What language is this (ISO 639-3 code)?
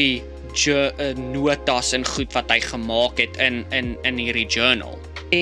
afr